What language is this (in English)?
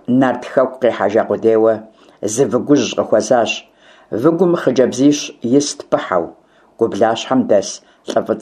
Kabardian